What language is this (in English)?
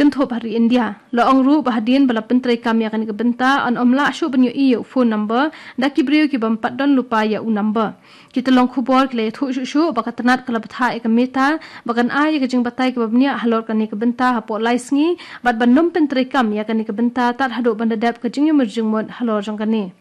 Khasi